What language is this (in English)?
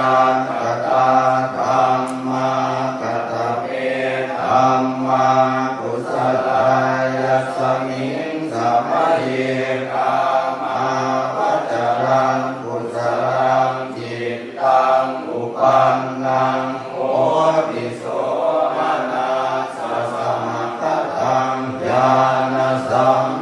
Pali